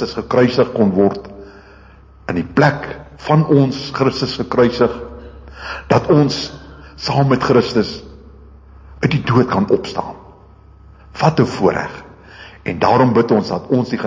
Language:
Afrikaans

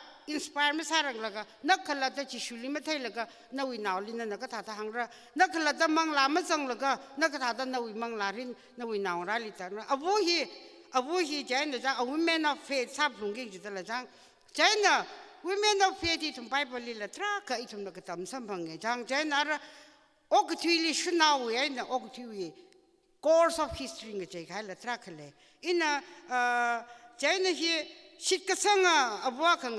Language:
Tangkhul Naga (India)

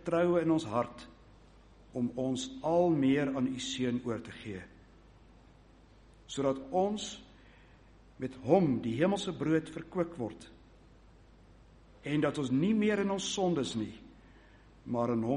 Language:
Afrikaans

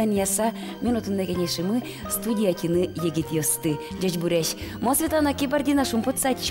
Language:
Udmurt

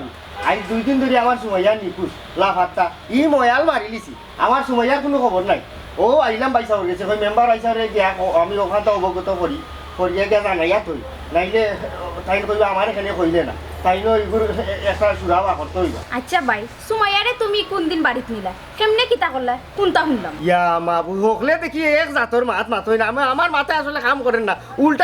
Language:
Sylheti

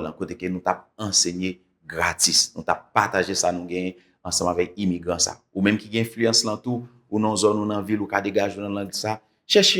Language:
Haitian Creole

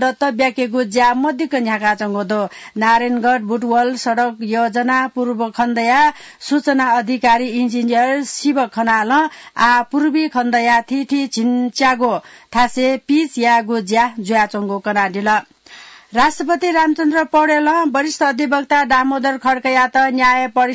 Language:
Newari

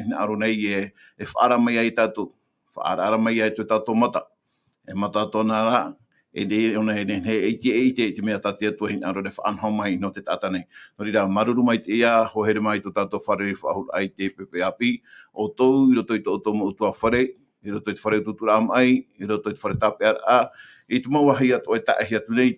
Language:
Tahitian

